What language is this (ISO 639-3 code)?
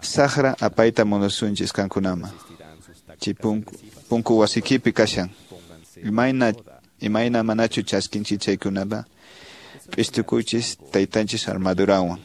que